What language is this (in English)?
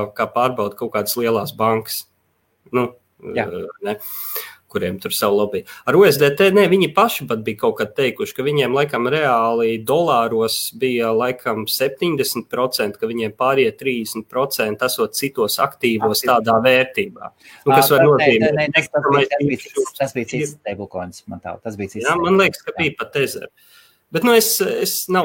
Latvian